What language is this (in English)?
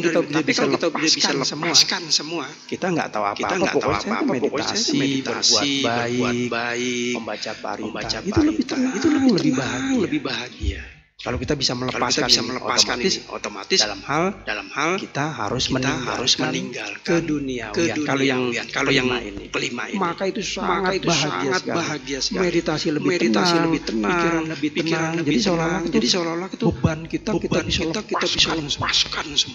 Indonesian